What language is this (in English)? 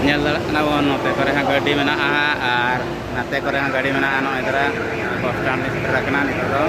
Santali